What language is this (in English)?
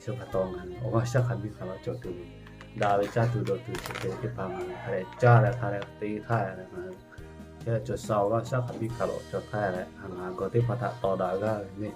Lahu